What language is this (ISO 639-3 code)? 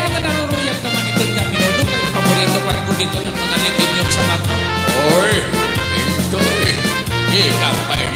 war